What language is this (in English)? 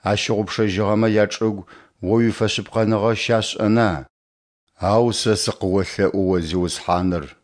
Adyghe